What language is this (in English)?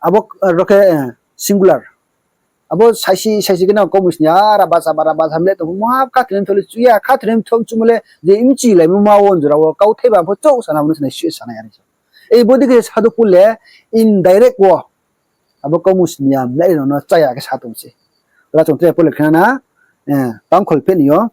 Riang (India)